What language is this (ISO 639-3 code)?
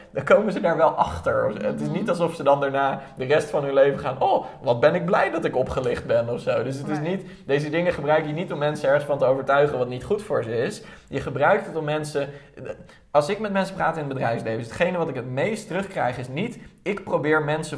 nld